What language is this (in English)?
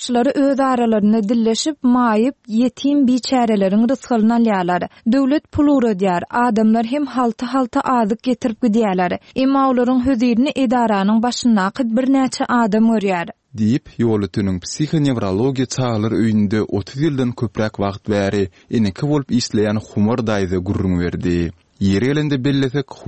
Turkmen